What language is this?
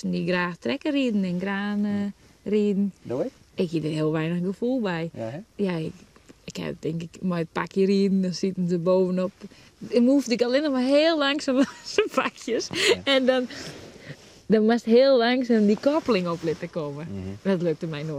Western Frisian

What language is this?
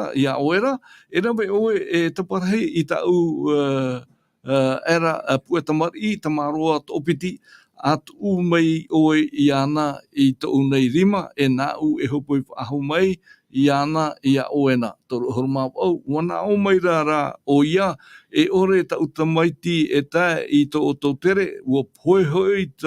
Tahitian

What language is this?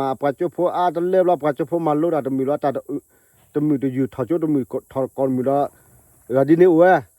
S'gaw Karen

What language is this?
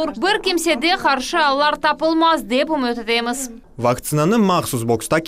Crimean Tatar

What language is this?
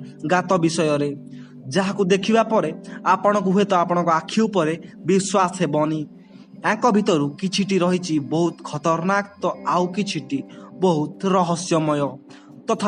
Odia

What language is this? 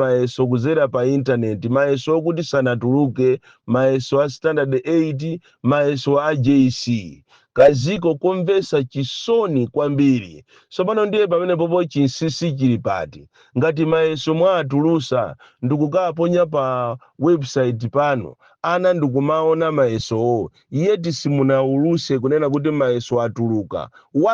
Nyanja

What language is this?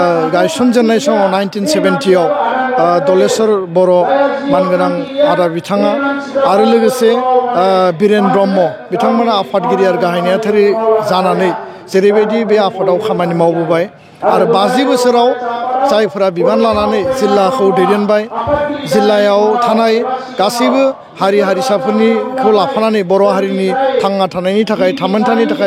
Bodo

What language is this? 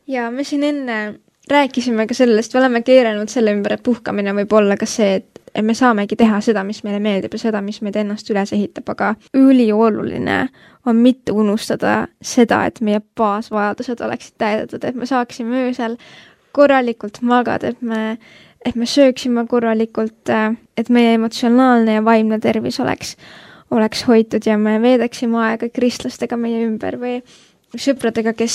Estonian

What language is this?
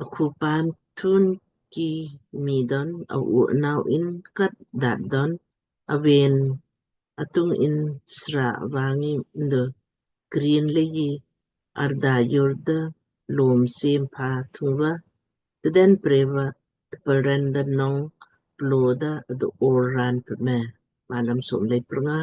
Lamkang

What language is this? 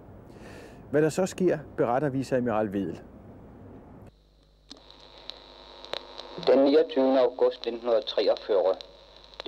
Danish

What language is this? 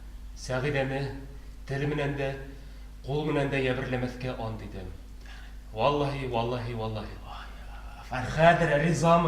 Bashkir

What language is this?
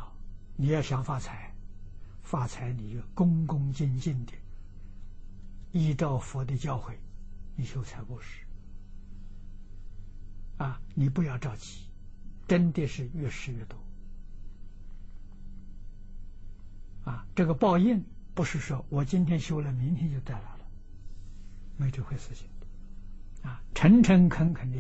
Chinese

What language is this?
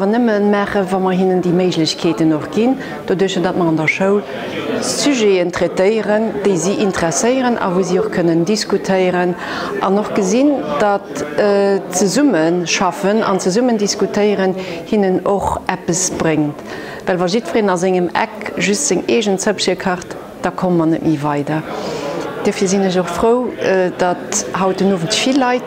Luxembourgish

